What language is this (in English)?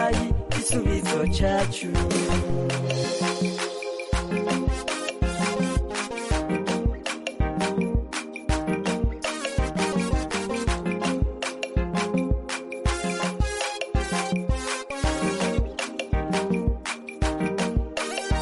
Kinyarwanda